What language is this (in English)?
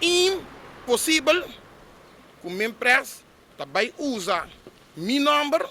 Papiamento